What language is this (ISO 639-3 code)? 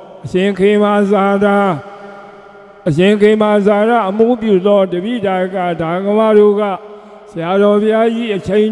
mya